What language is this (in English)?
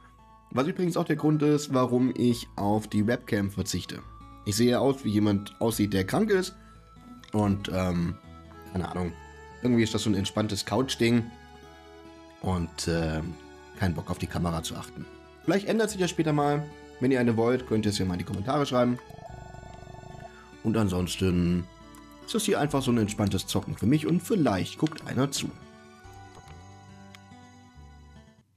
German